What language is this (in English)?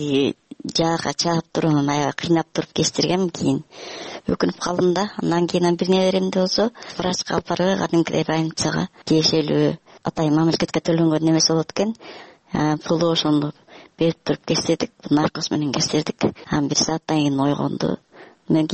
Kyrgyz